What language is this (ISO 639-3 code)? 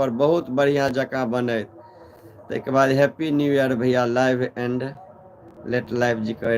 mai